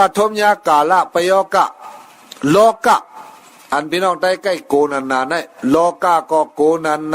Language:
Shan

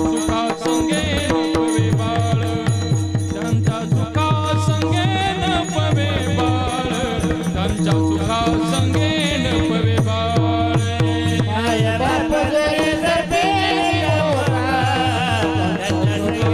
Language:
Marathi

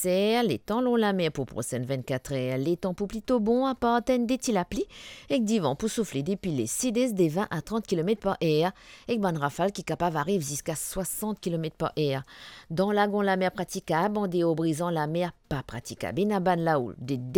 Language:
Morisyen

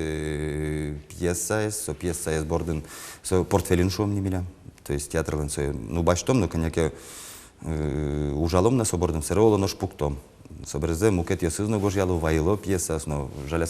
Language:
Udmurt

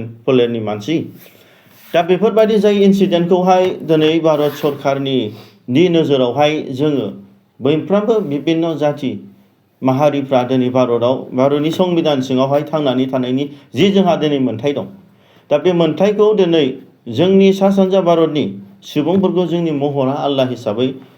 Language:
Bodo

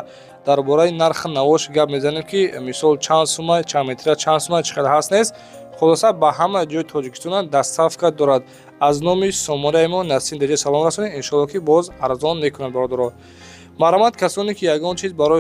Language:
Tajik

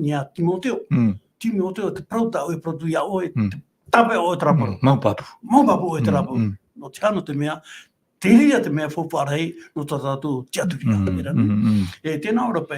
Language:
Tahitian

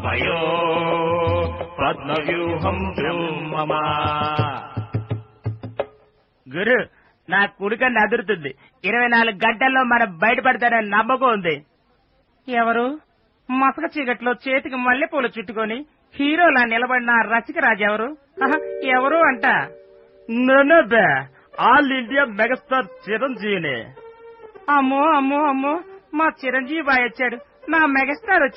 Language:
Telugu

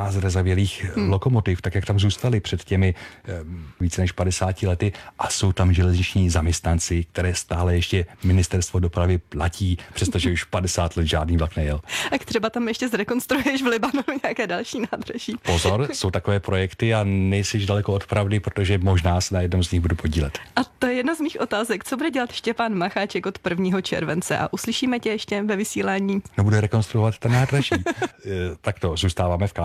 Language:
Czech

